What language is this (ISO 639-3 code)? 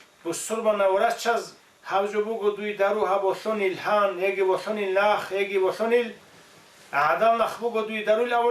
ava